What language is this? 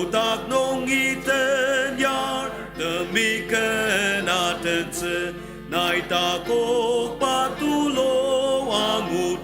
Ao Naga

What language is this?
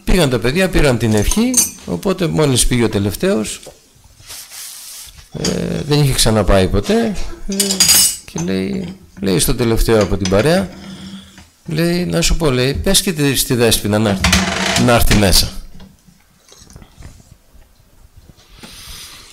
Greek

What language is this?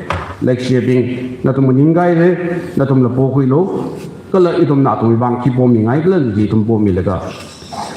Tangkhul Naga (India)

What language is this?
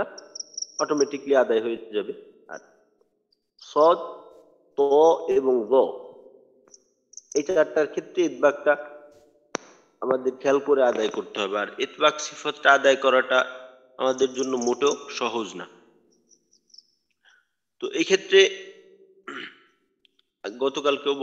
Bangla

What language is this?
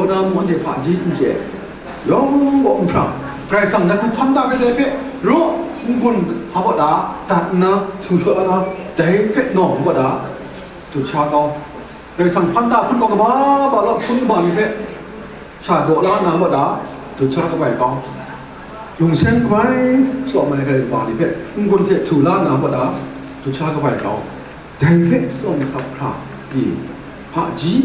Kachin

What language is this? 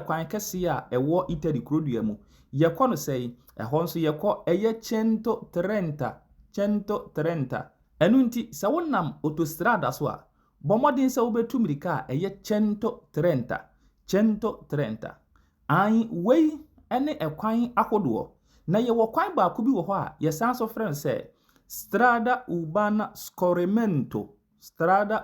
Akan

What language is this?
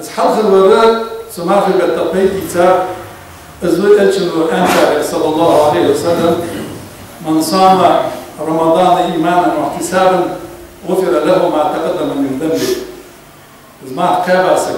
Ingush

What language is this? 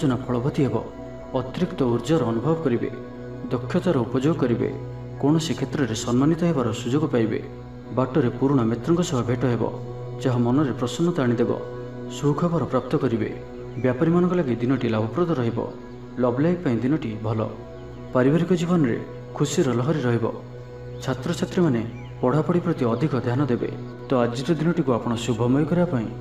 Odia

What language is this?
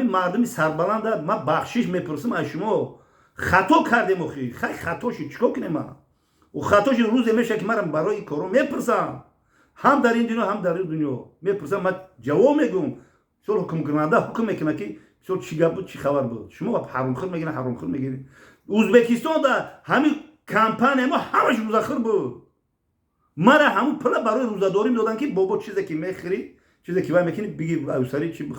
Tajik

